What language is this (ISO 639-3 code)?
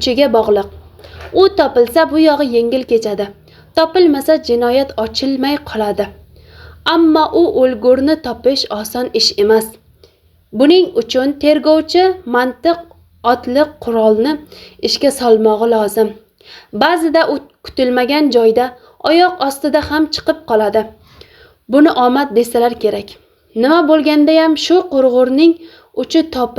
uzb